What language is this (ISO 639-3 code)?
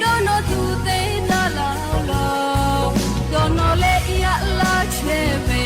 lhu